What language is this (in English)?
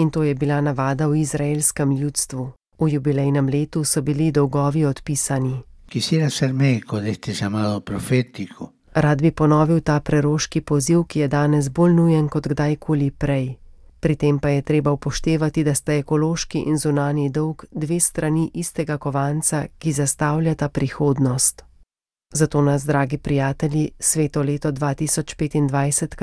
Slovenian